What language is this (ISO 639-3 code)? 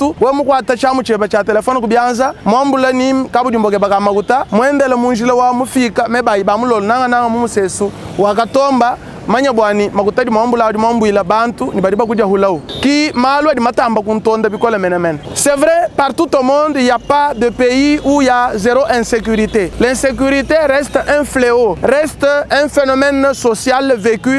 lua